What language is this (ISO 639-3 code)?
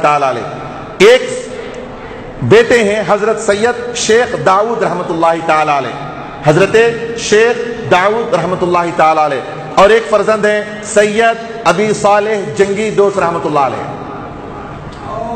urd